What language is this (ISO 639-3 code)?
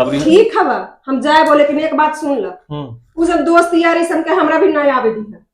mag